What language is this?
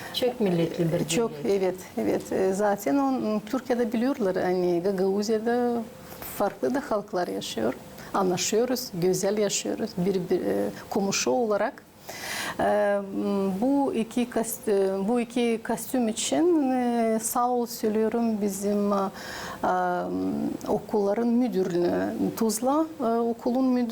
Gagauz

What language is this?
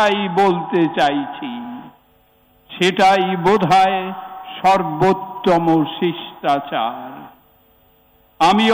Bangla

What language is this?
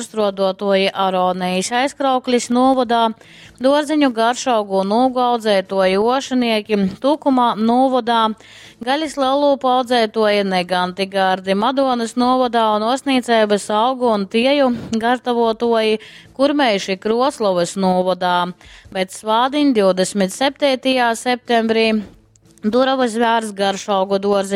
Latgalian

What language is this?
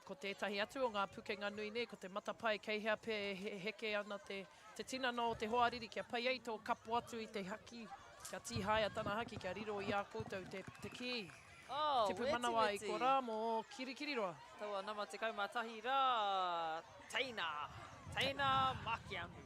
Māori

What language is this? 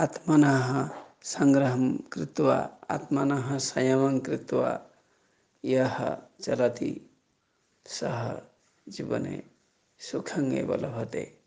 Sanskrit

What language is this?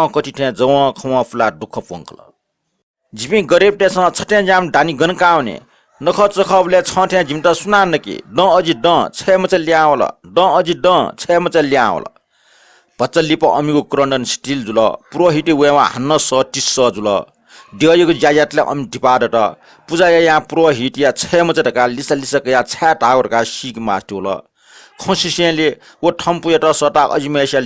Newari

